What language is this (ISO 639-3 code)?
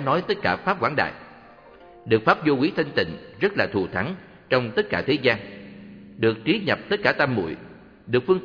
vie